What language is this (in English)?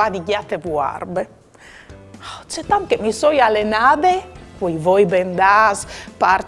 Friulian